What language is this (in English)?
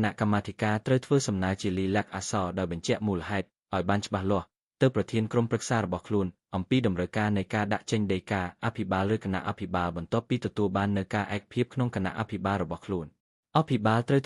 Khmer